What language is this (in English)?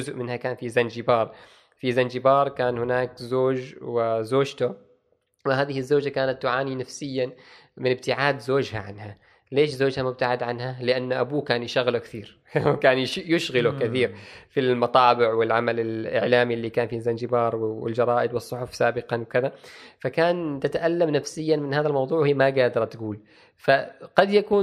Gulf Arabic